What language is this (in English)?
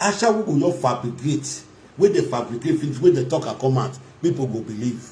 Nigerian Pidgin